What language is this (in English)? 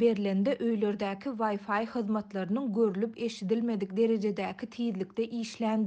Turkmen